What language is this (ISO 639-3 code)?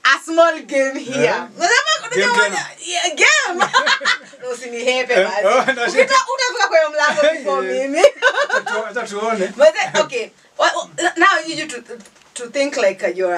swa